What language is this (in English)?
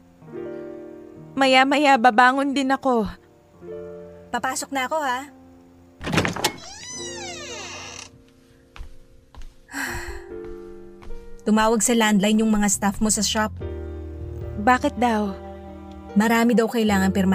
Filipino